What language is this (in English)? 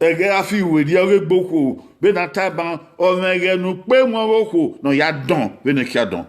Bini